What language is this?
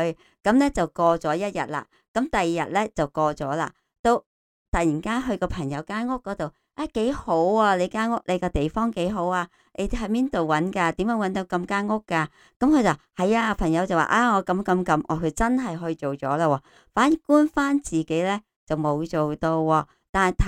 Cantonese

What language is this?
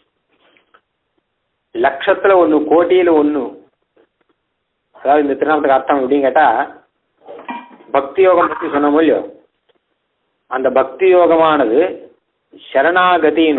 Tamil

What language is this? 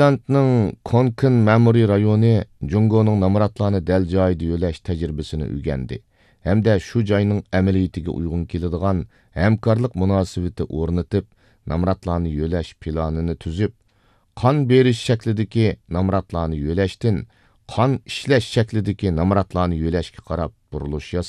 Uyghur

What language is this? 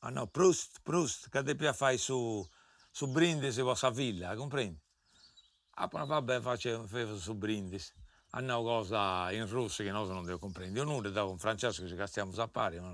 Sardinian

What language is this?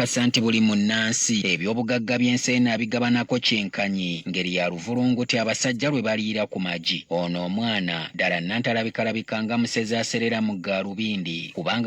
Ganda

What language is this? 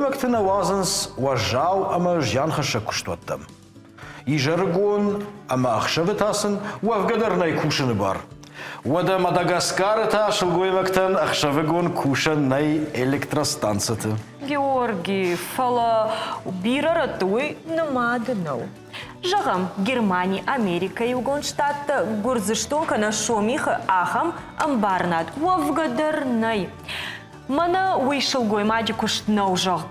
Ossetic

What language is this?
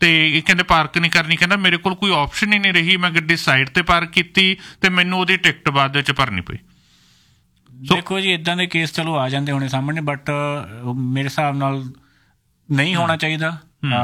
Punjabi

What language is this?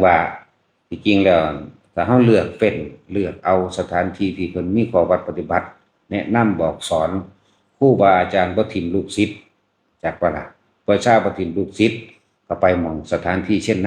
Lao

